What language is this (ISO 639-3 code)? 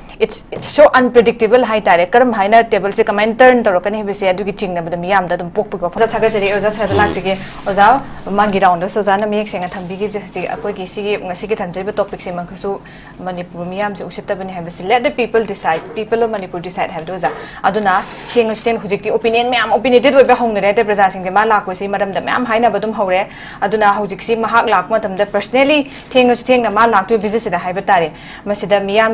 mni